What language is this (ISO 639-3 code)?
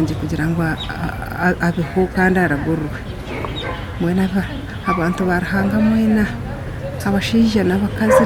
nyn